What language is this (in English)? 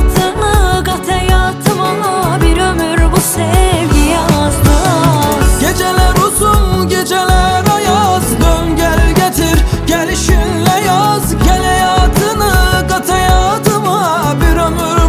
Turkish